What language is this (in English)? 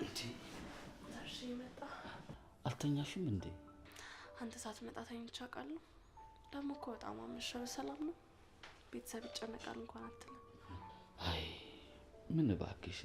Amharic